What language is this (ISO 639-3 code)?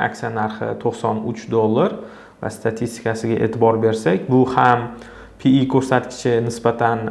uzb